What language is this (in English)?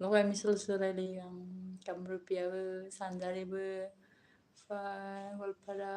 Bodo